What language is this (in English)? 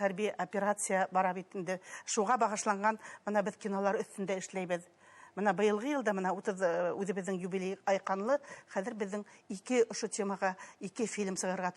Bashkir